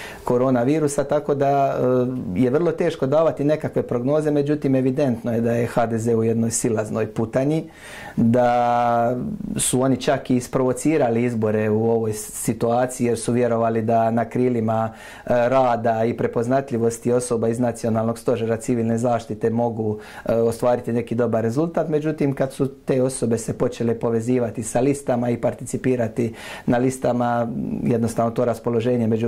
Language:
Croatian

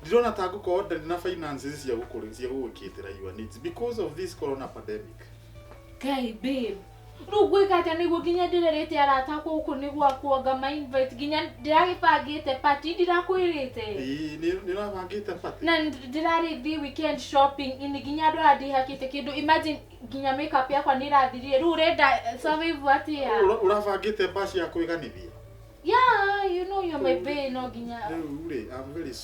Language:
Kikuyu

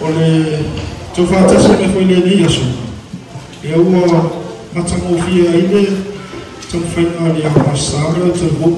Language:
Samoan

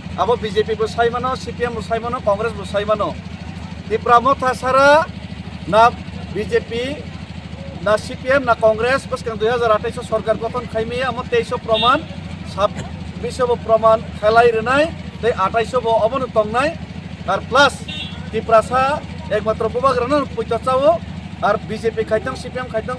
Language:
Kok Borok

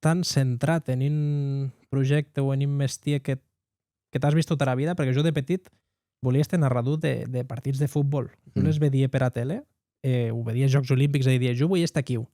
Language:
Occitan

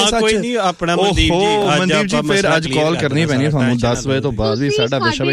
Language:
Punjabi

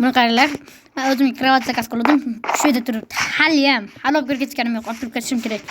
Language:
Uzbek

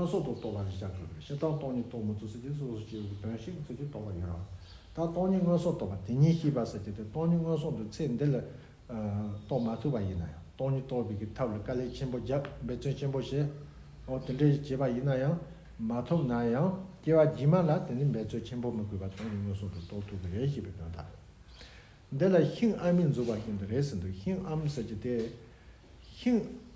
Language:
Tibetan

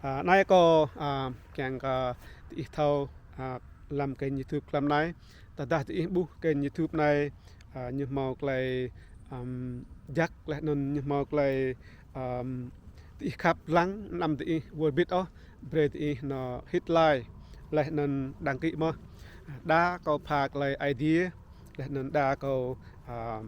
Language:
Rade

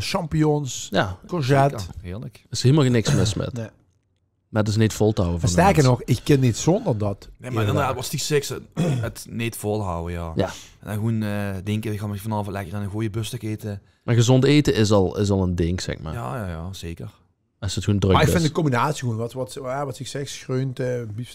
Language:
Limburgish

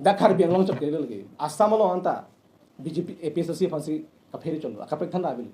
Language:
Karbi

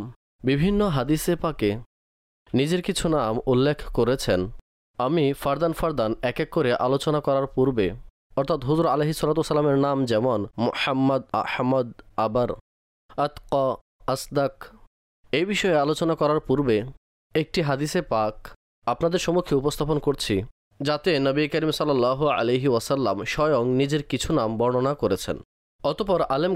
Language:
Bangla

